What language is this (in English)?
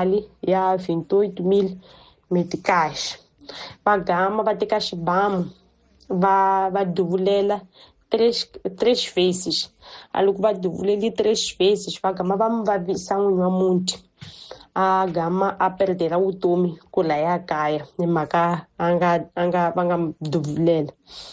Tsonga